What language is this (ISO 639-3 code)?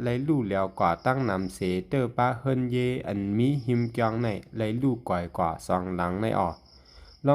shn